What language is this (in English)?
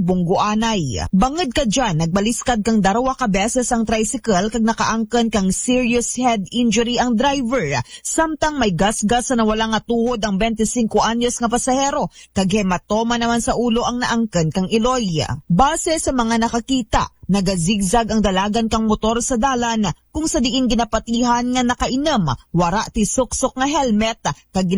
Aklanon